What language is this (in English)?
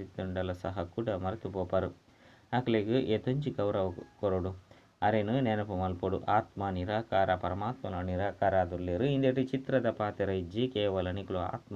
Tulu